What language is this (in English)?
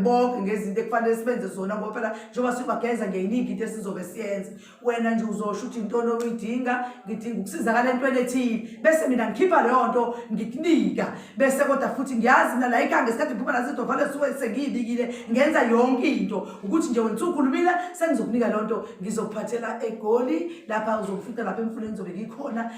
Zulu